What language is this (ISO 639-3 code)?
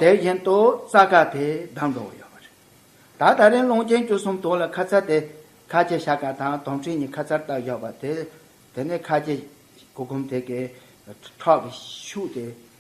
bod